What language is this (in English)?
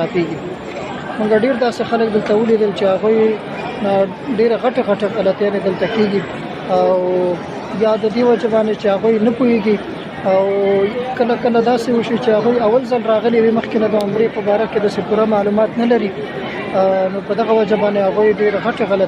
Pashto